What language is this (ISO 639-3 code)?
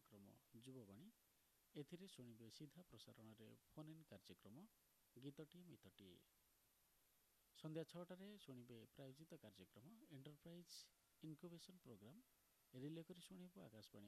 ori